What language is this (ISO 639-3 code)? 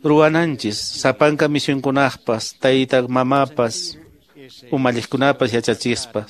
que